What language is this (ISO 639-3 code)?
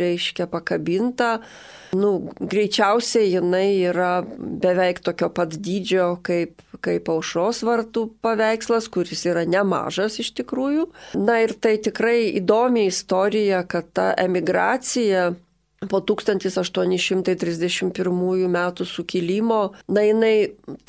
lit